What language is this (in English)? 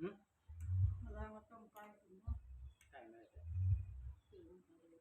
Northeastern Thai